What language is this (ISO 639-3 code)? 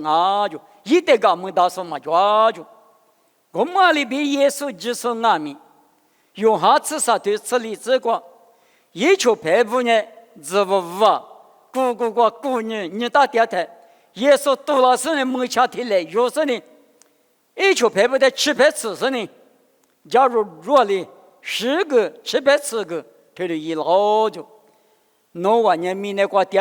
lis